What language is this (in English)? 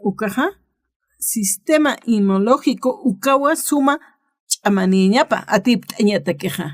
Aymara